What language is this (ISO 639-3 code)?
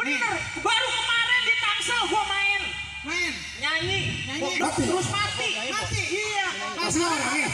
bew